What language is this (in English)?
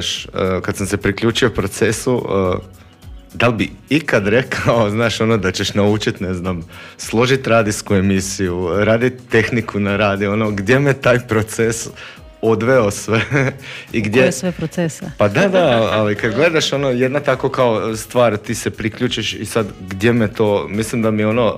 Croatian